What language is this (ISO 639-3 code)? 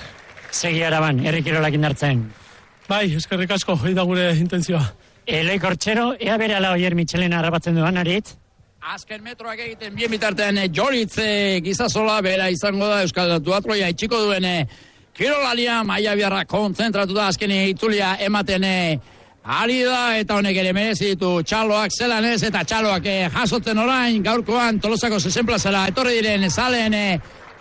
eus